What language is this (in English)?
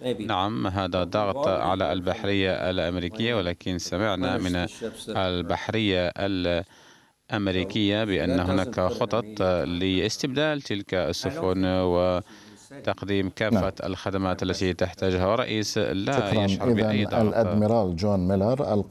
Arabic